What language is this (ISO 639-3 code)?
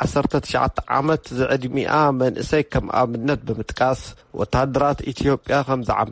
tir